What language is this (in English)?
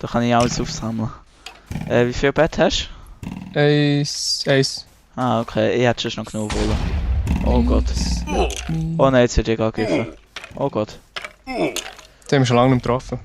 Swiss German